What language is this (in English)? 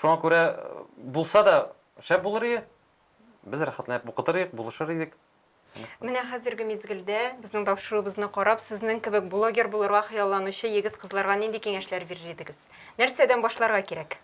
Tatar